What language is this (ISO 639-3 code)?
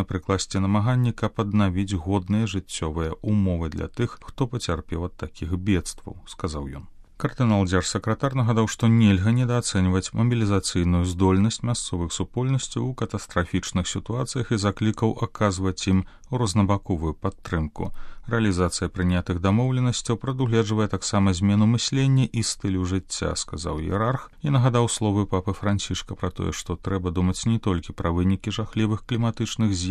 bel